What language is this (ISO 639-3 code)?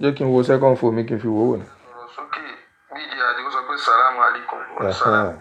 yor